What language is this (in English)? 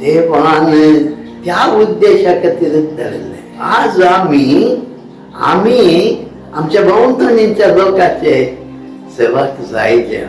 Konkani